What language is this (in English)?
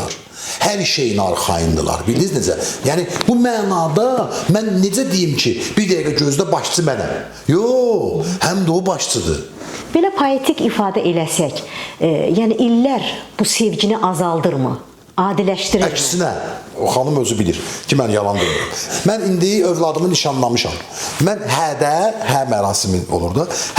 Azerbaijani